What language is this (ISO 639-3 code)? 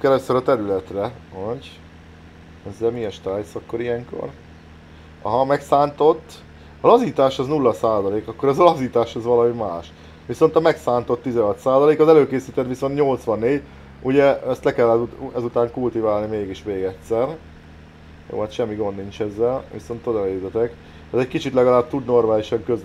hun